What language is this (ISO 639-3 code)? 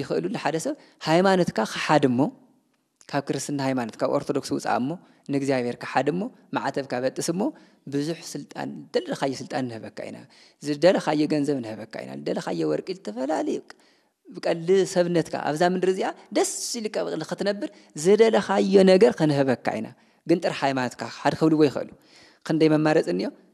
tir